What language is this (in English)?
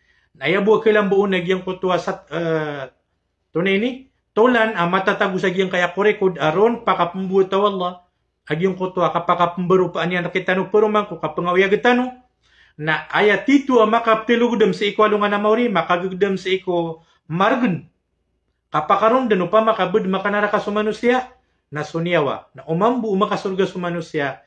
Maranao